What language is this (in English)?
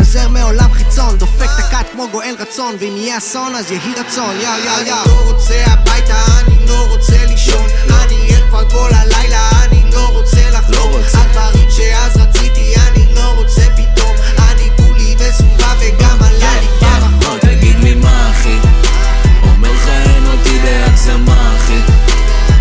Hebrew